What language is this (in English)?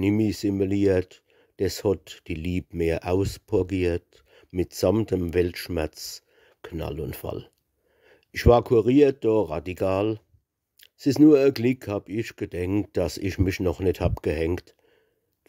Palatine German